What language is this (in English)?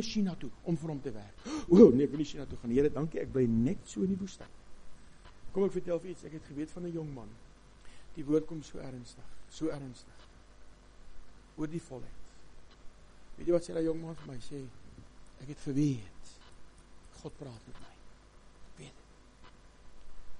Afrikaans